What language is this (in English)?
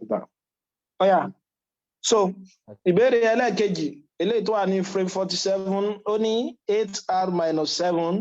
Yoruba